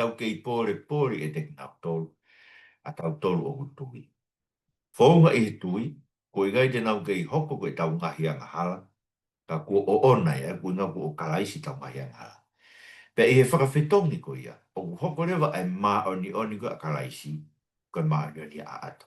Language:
Tongan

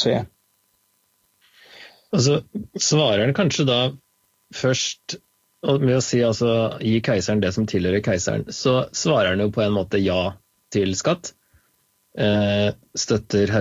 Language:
Norwegian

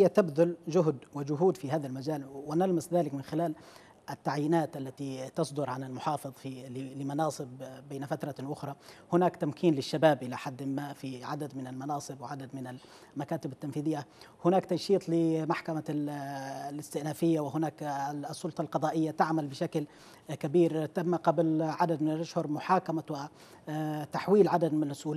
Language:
Arabic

